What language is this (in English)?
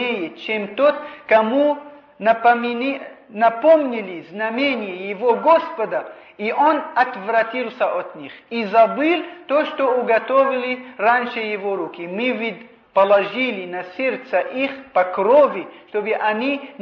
Russian